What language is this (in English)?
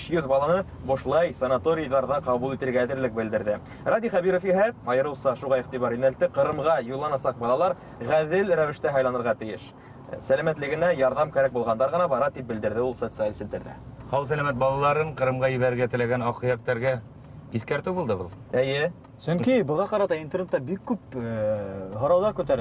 Bashkir